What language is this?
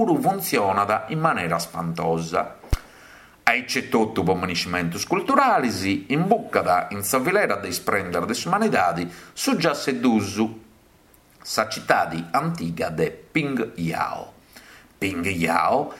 Sardinian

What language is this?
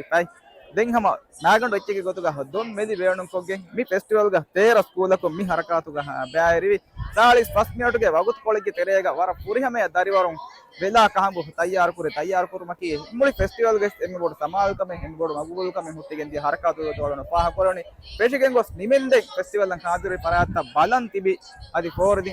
Divehi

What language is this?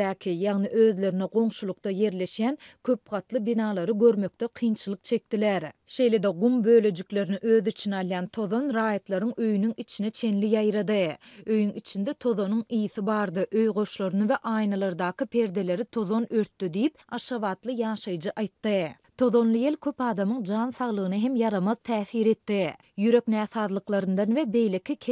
Turkmen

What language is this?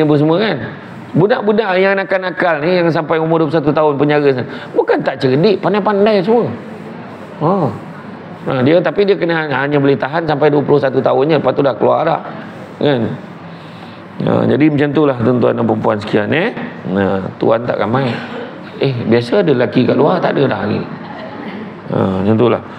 Malay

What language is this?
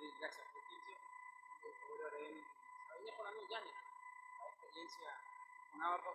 Guarani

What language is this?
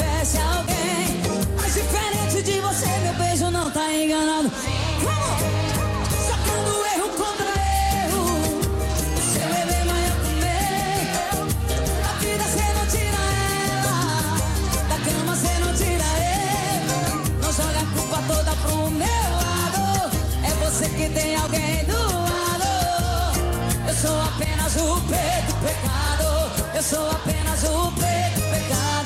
Portuguese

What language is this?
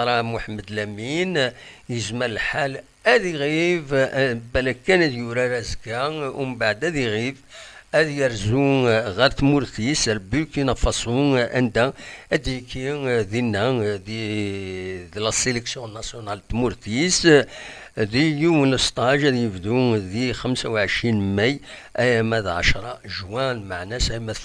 Kabyle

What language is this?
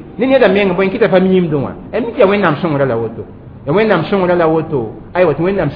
Mossi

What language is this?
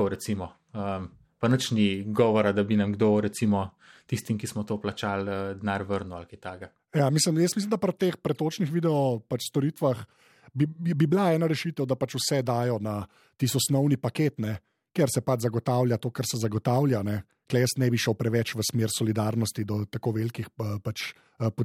Slovenian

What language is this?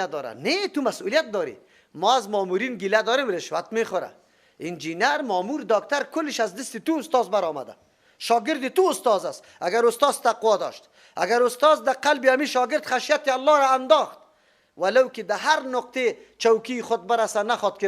Persian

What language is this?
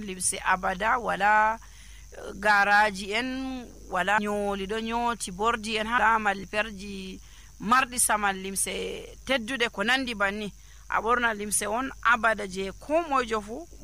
Nigerian Fulfulde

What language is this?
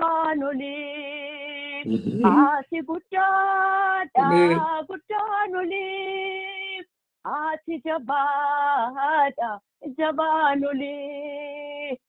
Oromo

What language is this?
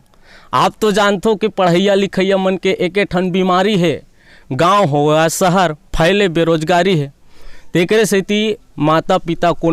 Chhattisgarhi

